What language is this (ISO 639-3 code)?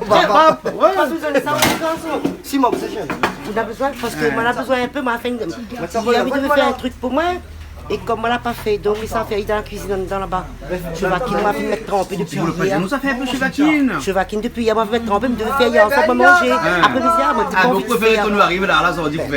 rcf